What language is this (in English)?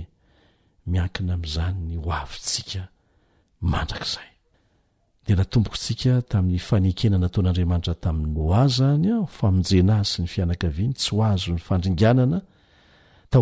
Malagasy